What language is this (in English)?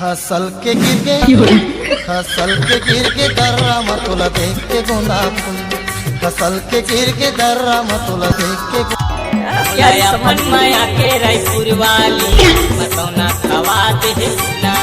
Chhattisgarhi